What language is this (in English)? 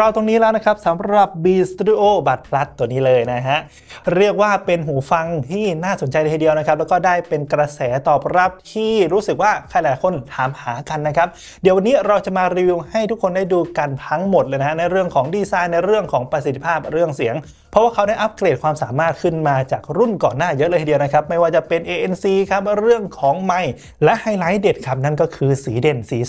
Thai